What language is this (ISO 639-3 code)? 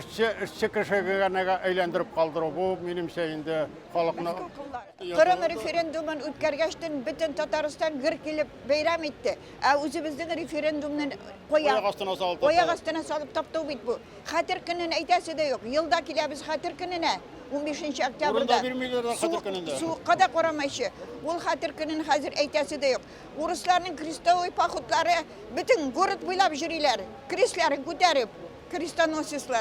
tat